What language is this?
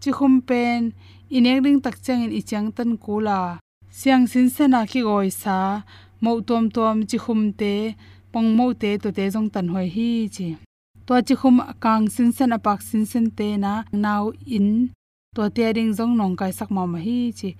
Tedim Chin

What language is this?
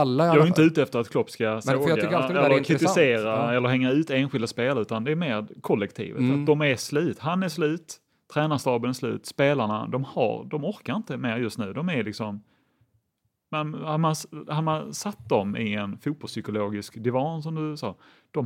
Swedish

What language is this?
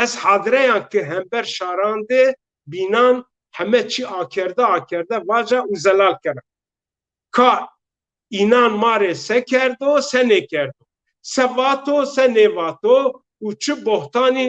Zaza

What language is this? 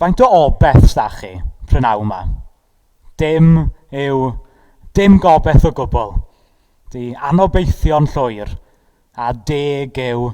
Welsh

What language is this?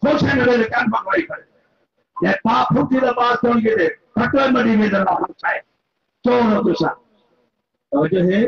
Saraiki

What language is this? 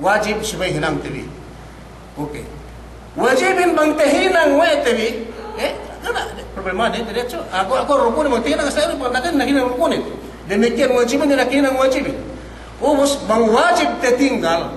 Yakan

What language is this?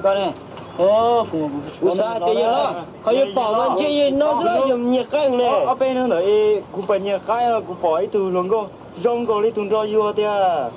Hmong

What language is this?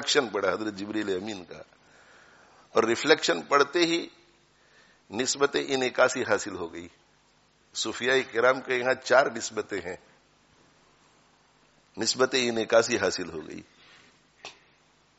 Urdu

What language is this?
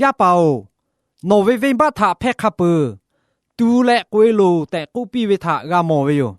Lahu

